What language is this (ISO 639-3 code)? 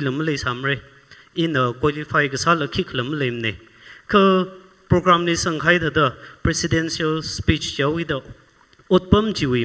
nmf